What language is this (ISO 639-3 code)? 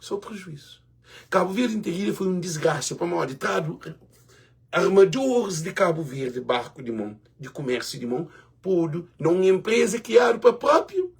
kea